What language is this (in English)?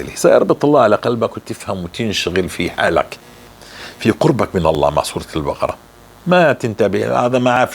North Levantine Arabic